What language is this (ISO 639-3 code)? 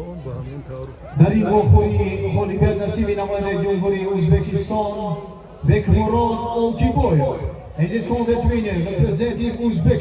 tgk